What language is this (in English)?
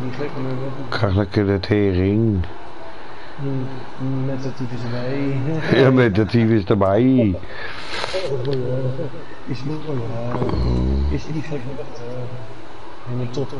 Dutch